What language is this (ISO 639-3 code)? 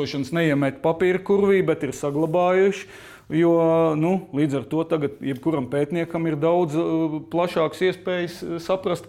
lav